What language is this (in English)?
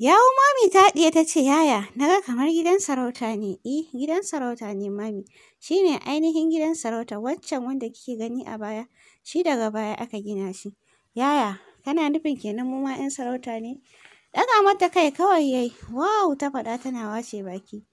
Hausa